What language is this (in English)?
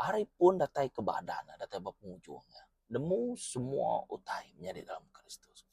Iban